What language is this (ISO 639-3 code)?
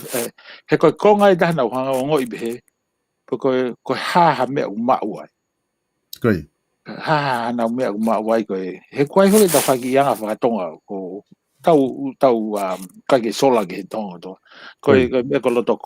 ton